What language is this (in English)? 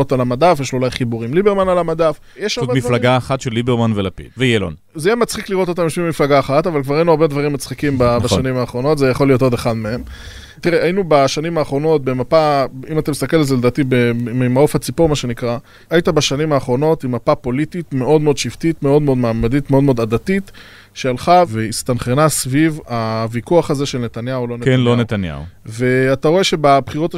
Hebrew